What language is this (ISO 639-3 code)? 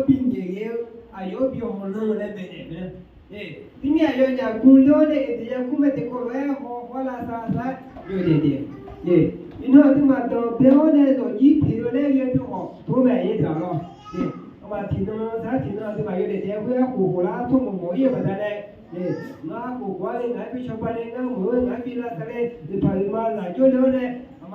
ahk